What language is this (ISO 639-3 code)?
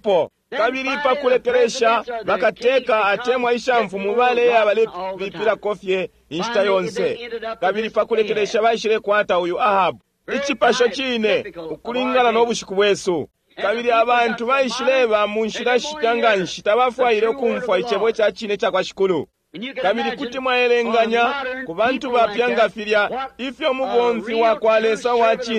bem